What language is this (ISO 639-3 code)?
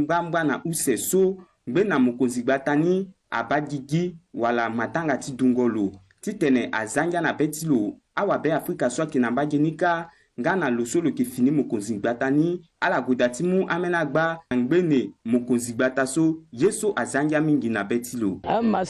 sag